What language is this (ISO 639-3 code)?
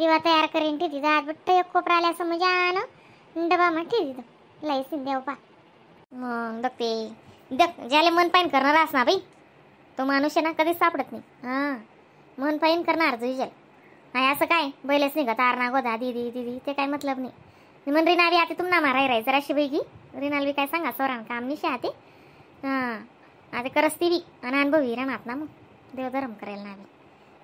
khn